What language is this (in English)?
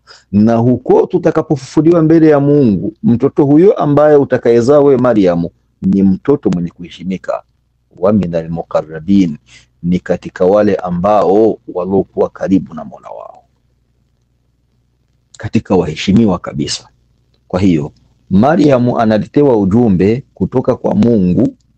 Swahili